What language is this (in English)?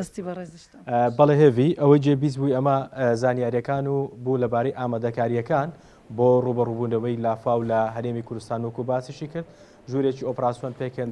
Central Kurdish